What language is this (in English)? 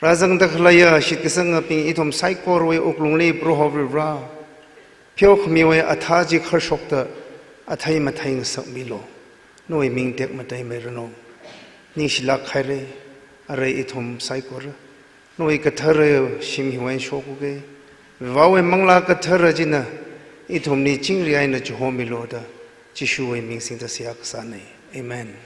Tangkhul Naga (India)